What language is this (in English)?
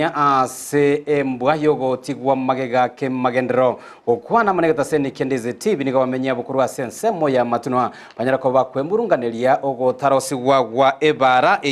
Gusii